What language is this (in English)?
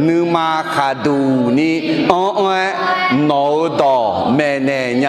Akha